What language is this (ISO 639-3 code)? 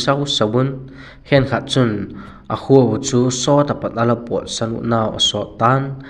vap